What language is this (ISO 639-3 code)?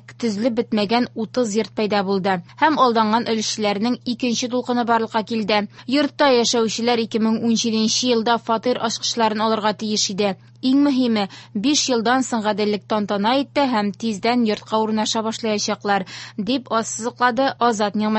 tat